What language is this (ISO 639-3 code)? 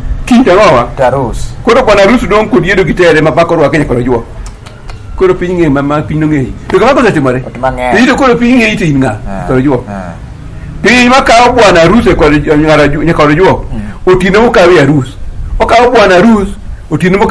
luo